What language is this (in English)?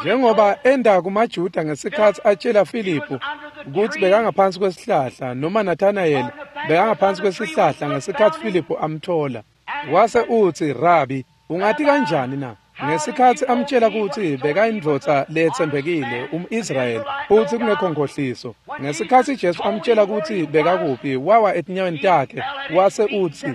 Swati